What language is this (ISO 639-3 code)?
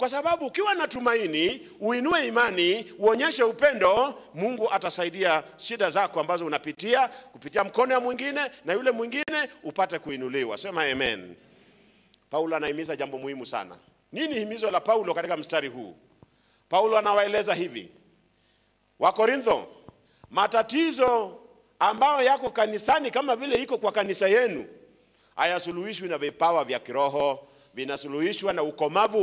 swa